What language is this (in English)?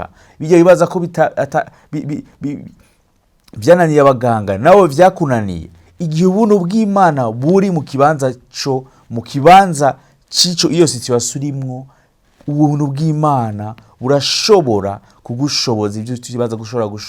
Rundi